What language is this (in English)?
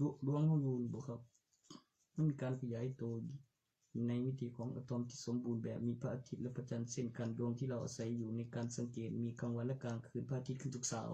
Northeastern Thai